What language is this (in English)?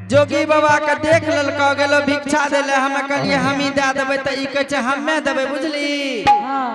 Angika